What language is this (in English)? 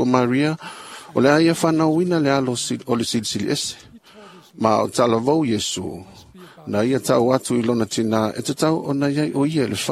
Samoan